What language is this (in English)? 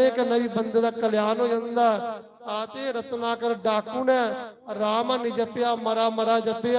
Dogri